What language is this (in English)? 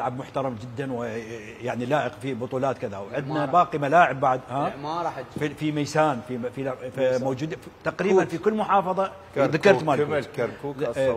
Mesopotamian Arabic